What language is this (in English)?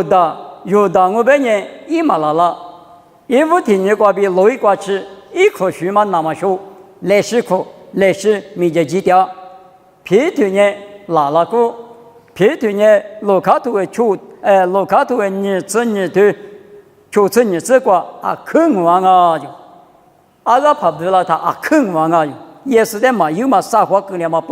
Lisu